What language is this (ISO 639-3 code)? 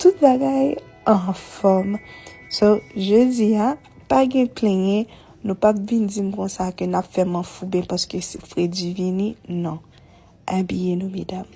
hat